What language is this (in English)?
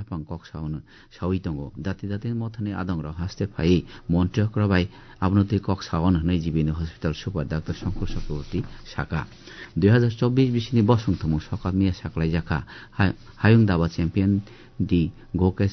Kok Borok